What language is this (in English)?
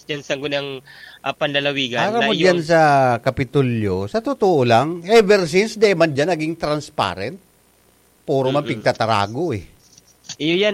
Bikol